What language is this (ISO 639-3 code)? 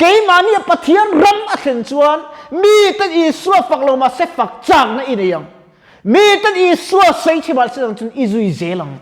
lus